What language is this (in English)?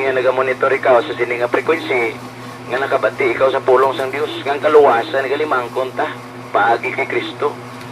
Hiligaynon